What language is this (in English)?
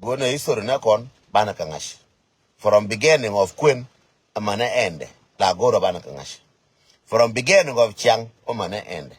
Nuer